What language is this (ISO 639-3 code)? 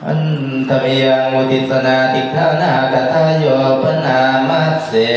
pli